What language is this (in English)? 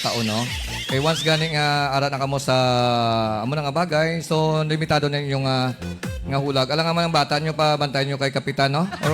Hiligaynon